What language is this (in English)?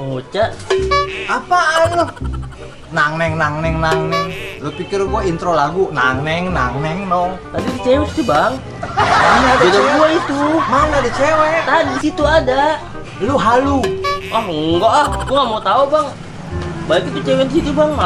Betawi